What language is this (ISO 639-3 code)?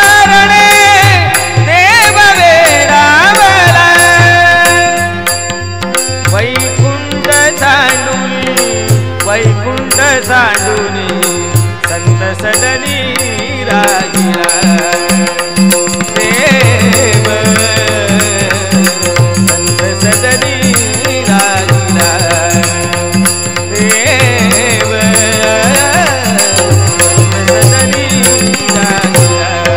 mar